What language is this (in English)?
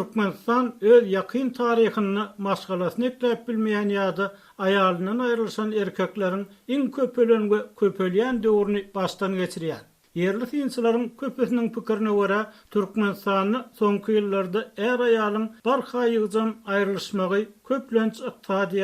Turkmen